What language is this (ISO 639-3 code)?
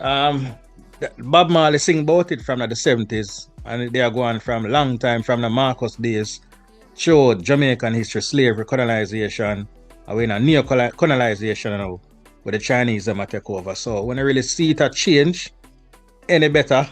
jam